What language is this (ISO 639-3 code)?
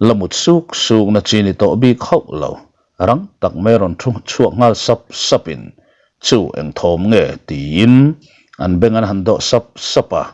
lus